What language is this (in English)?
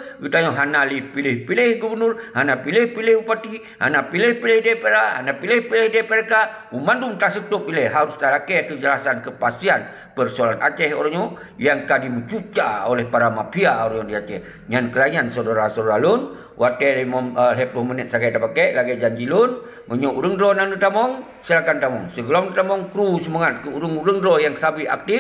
Achinese